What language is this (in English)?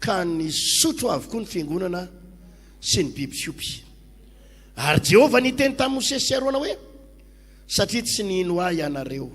Malagasy